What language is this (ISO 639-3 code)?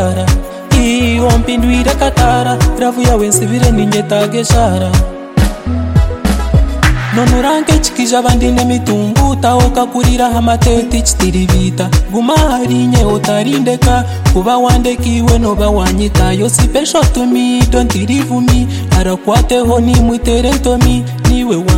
kin